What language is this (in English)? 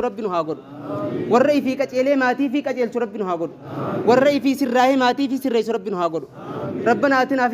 Oromo